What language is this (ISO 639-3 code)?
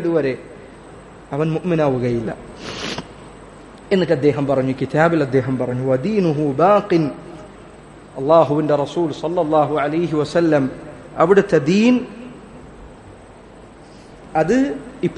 mal